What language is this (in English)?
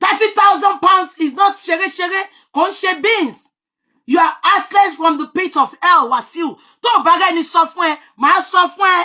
Yoruba